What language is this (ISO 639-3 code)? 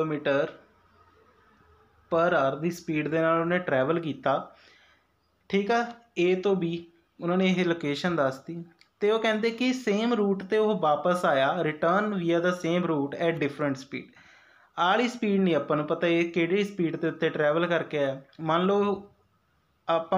pan